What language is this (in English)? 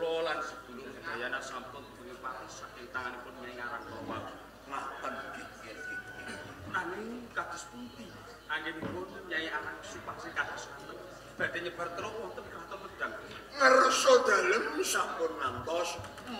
Javanese